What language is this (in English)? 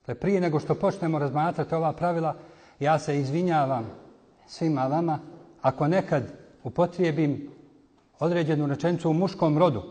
Bosnian